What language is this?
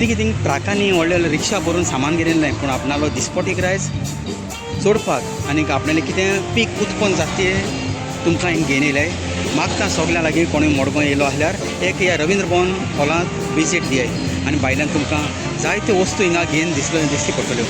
Konkani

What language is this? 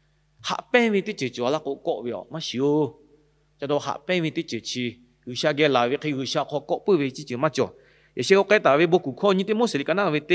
Lahu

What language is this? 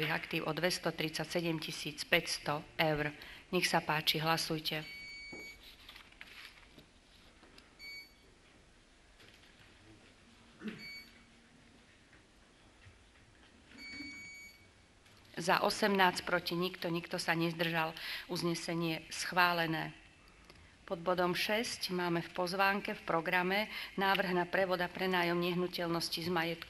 Slovak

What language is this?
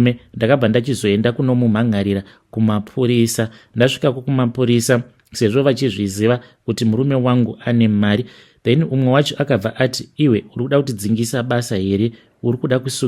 Shona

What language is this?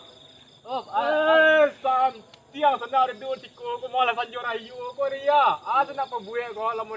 Minangkabau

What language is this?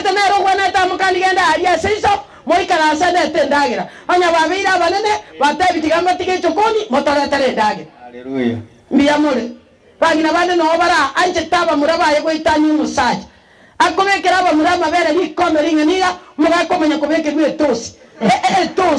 Gusii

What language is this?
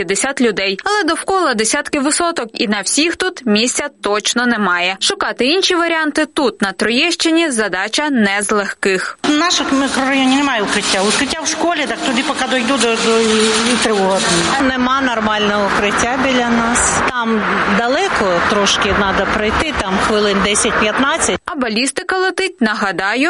Ukrainian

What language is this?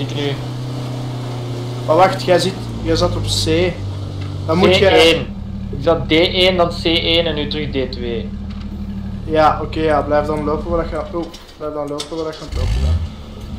Dutch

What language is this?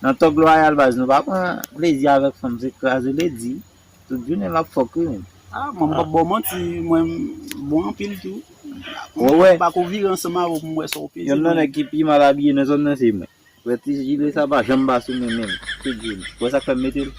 Haitian Creole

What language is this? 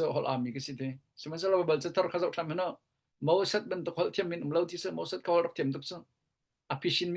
Hakha Chin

